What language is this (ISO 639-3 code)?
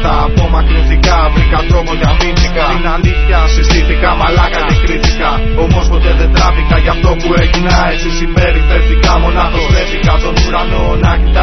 ell